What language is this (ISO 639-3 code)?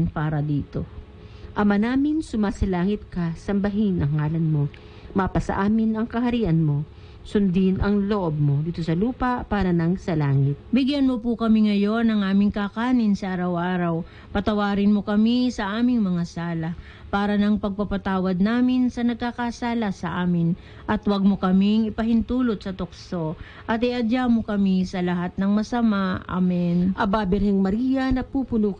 fil